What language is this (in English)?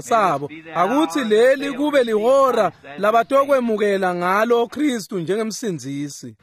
Swati